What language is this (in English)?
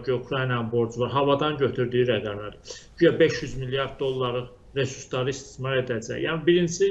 Azerbaijani